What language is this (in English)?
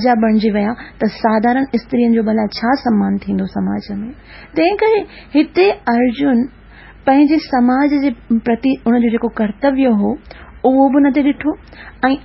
Sindhi